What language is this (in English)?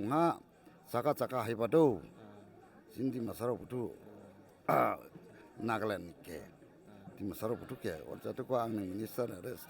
Dimasa